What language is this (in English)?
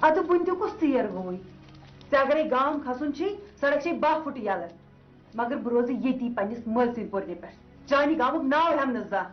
Kashmiri